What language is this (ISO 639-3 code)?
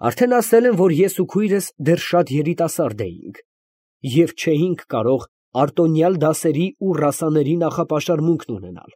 hye